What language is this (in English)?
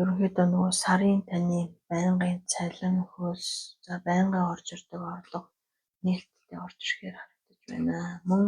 Mongolian